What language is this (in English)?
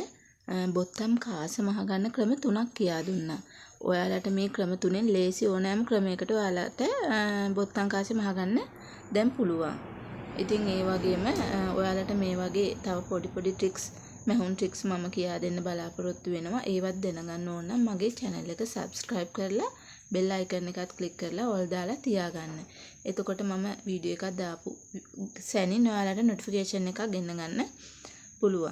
Sinhala